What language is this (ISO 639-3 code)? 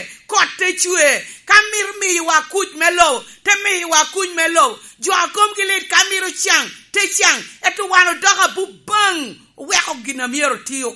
laj